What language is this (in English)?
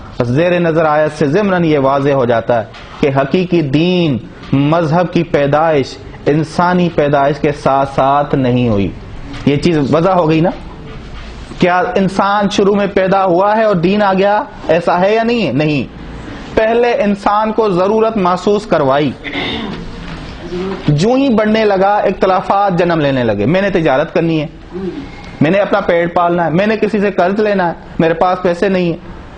Urdu